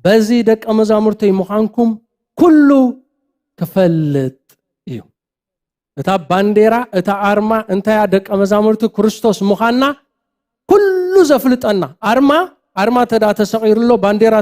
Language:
Tigrinya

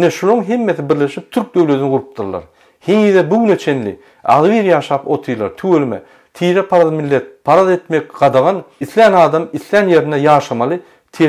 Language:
Turkmen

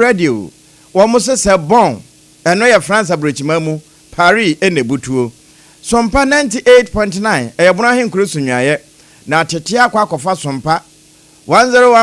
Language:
Akan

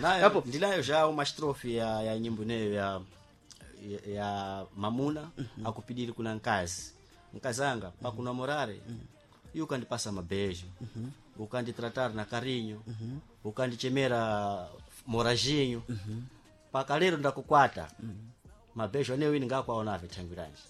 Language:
Sena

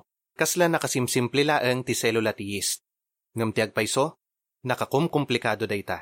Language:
Iloko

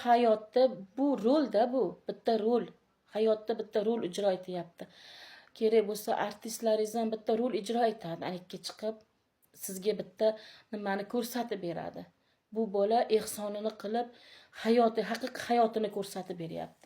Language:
Uzbek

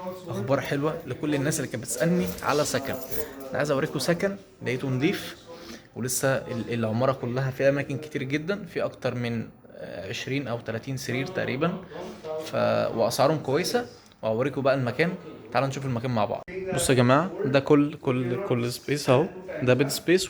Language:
Egyptian Arabic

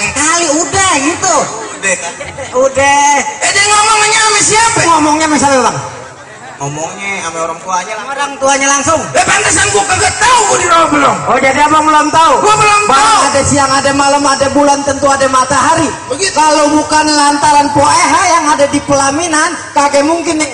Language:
Betawi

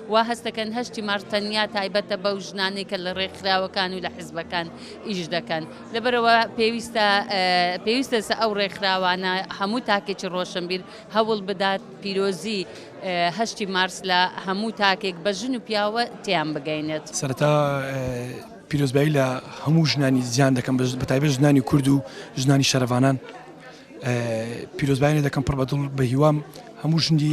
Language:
Central Kurdish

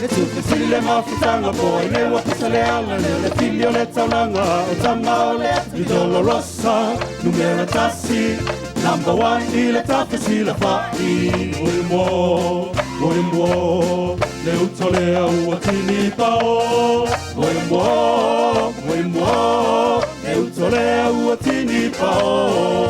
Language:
Samoan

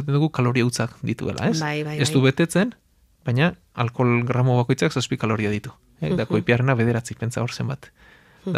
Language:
Basque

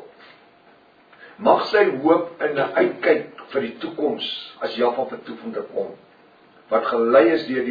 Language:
Afrikaans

